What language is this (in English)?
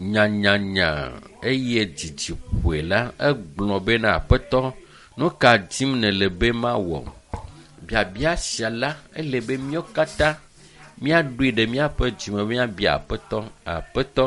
Ewe